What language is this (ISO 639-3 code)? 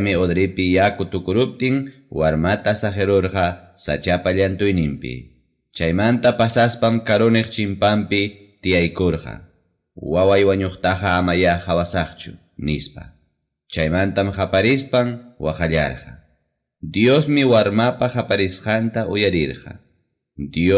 quy